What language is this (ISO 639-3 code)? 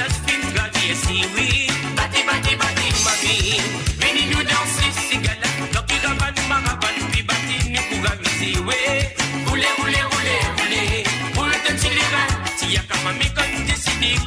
mfe